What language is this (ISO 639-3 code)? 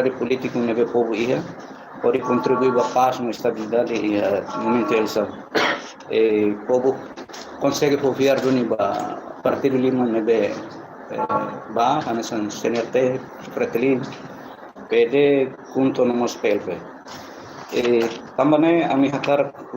tet